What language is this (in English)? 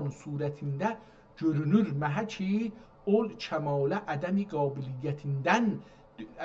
South Azerbaijani